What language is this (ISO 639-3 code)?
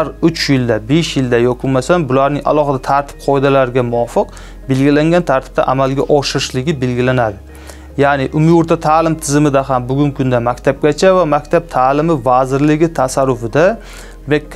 uzb